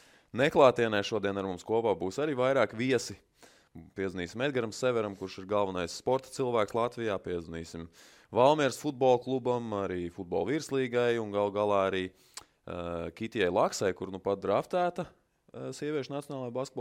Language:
Latvian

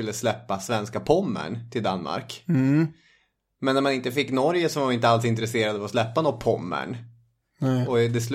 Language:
Swedish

